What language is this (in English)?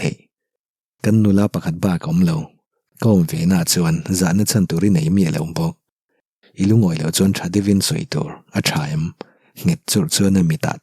Mizo